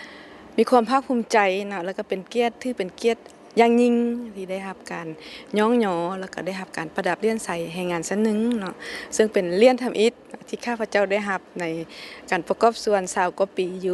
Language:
Lao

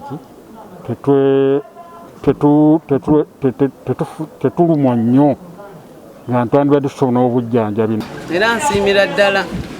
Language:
Ganda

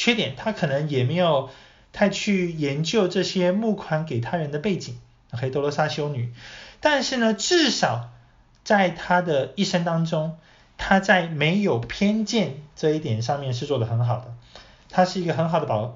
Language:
Chinese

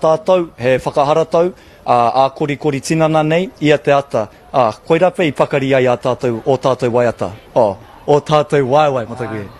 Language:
Māori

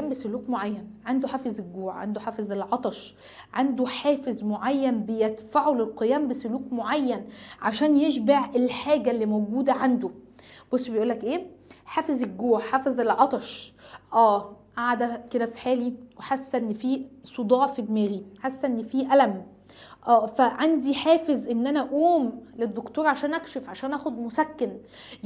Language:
Egyptian Arabic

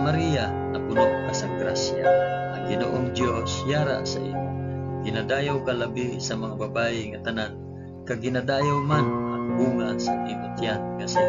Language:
Hiligaynon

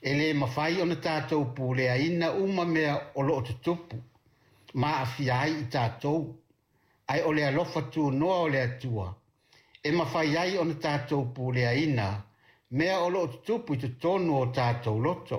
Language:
Samoan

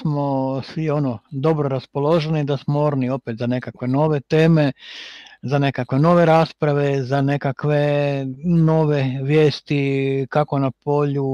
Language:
Croatian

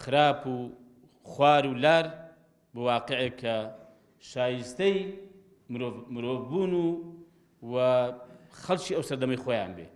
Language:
Central Kurdish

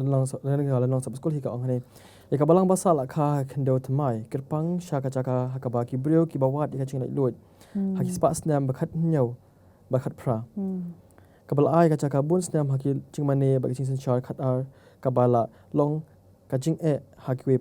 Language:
Khasi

